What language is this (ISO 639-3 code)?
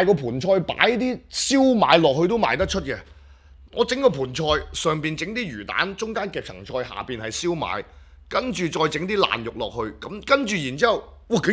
yue